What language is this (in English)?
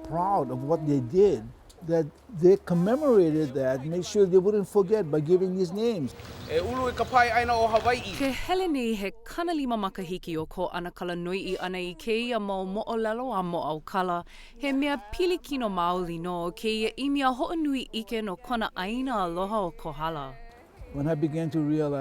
Hawaiian